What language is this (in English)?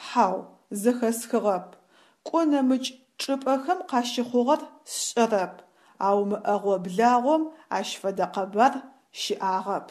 Adyghe